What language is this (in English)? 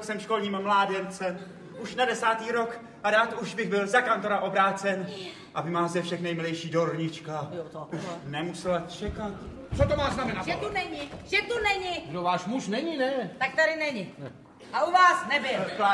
Czech